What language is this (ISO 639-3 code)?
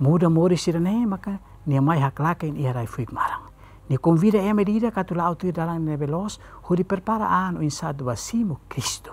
tet